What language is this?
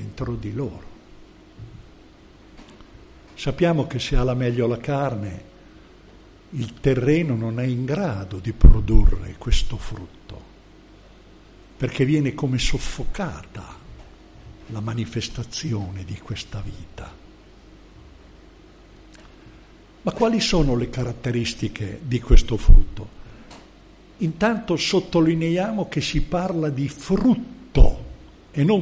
Italian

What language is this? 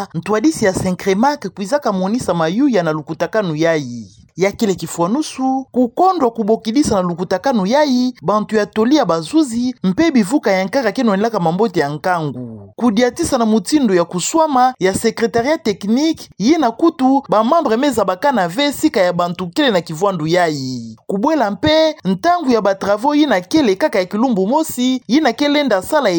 Kituba (Democratic Republic of Congo)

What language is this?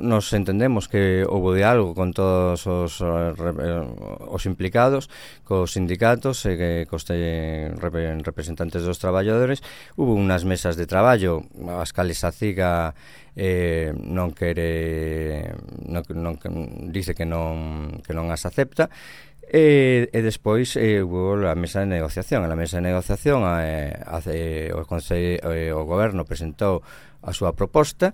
Galician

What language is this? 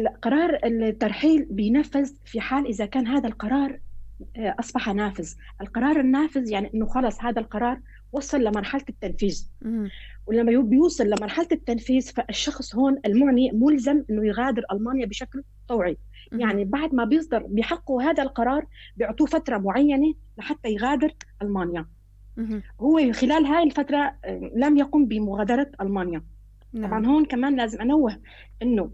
North Levantine Arabic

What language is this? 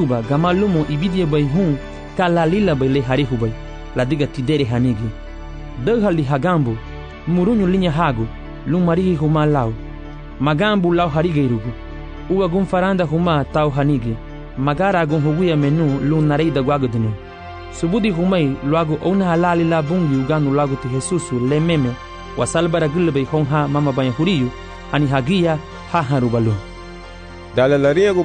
Garifuna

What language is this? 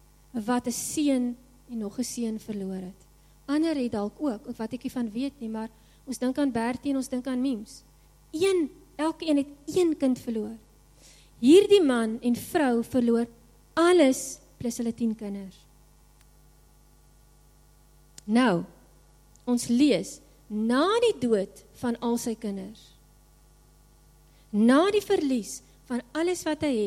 Afrikaans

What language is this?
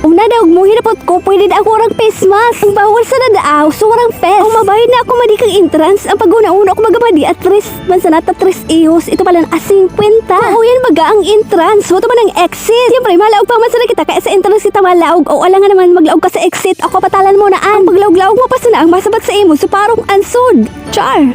Bikol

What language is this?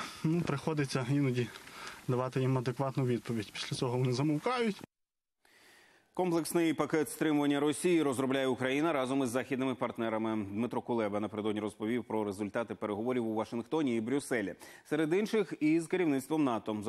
Ukrainian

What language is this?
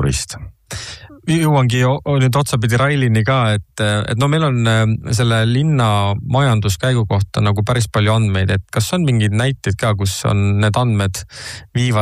Estonian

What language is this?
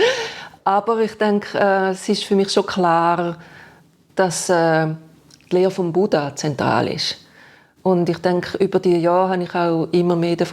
Swiss German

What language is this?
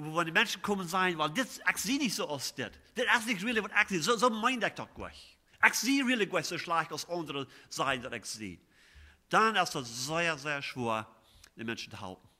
Plautdietsch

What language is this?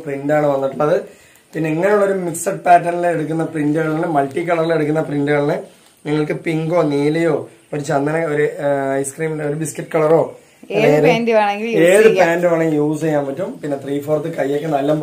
Malayalam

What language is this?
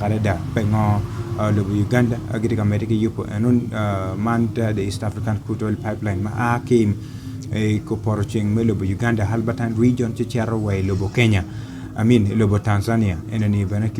Acoli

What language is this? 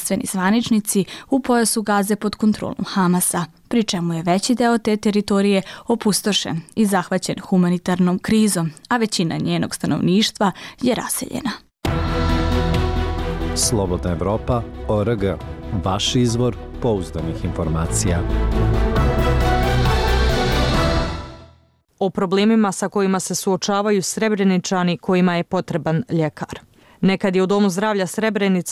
Bosnian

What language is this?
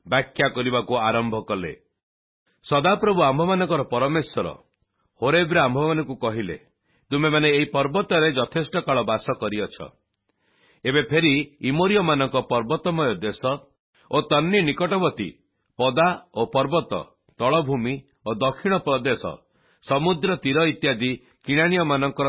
Odia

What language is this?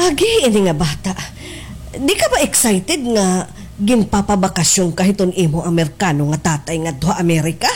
Waray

